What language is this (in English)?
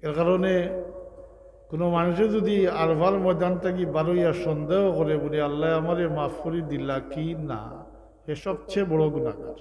Sylheti